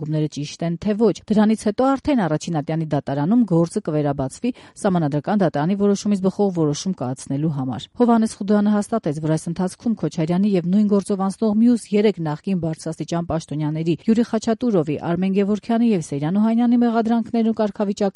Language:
Armenian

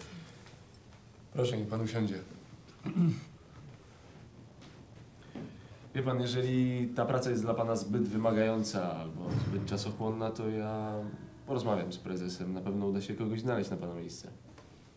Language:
Polish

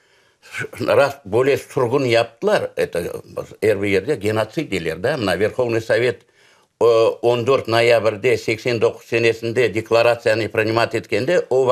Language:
Crimean Tatar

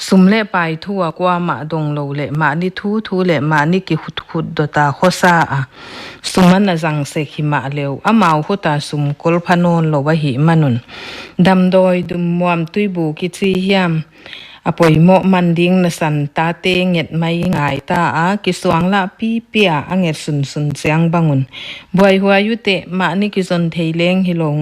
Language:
Paite Chin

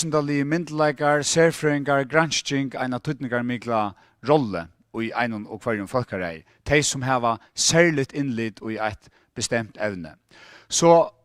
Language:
Faroese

